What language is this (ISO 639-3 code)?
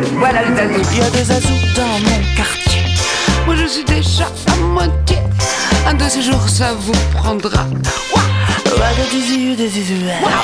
eus